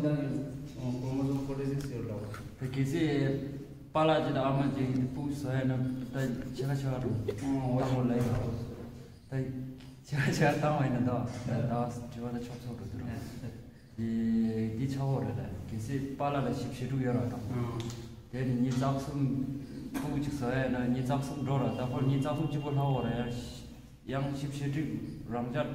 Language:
Tibetan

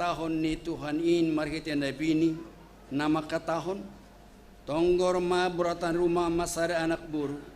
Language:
Batak Simalungun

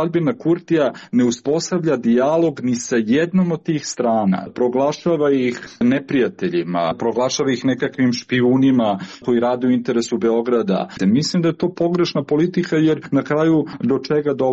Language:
Serbian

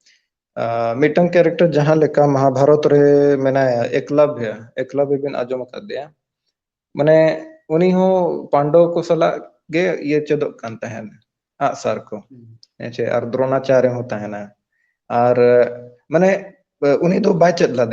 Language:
Santali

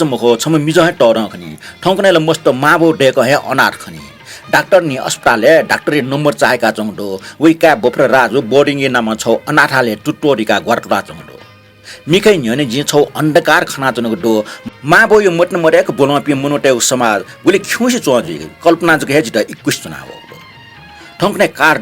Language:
Newari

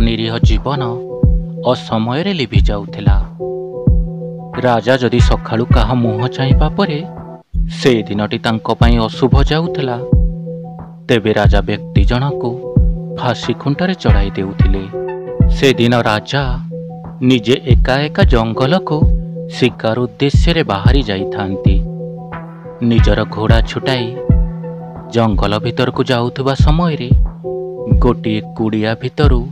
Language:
Odia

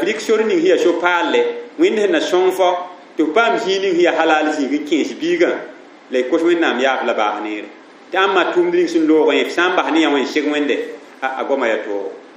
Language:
Mossi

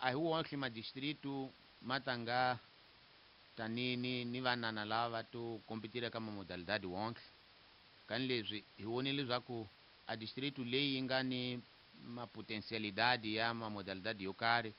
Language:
Tsonga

